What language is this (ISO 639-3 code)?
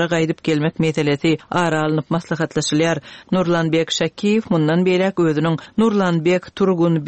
tuk